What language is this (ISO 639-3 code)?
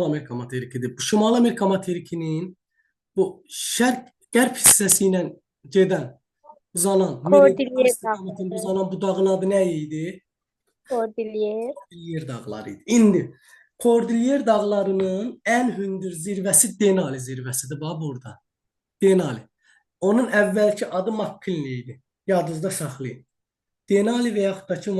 aze